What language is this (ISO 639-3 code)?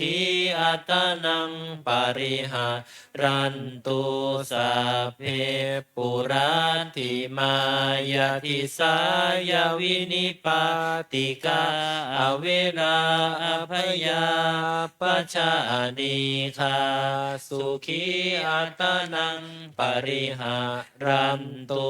pli